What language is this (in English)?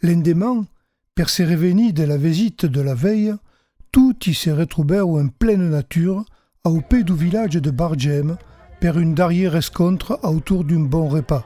Occitan